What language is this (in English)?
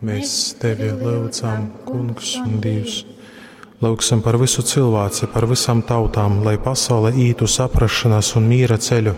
Latgalian